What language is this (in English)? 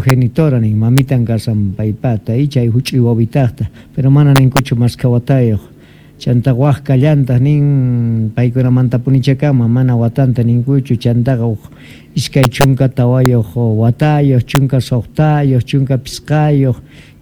South Bolivian Quechua